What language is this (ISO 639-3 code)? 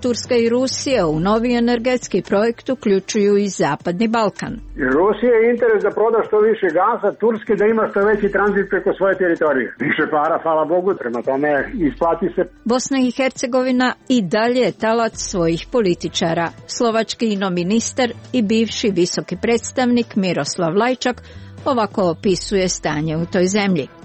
srp